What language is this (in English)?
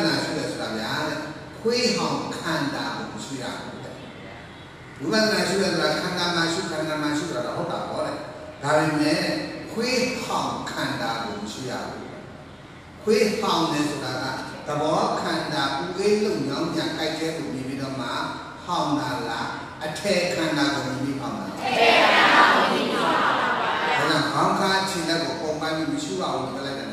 Burmese